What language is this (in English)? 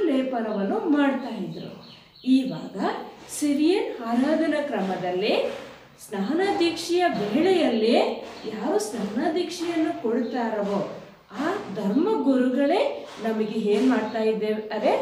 Kannada